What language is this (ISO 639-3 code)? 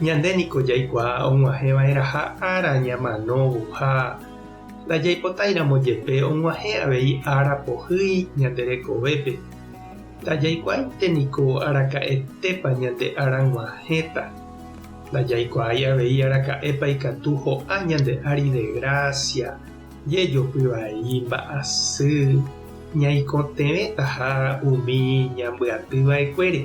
grn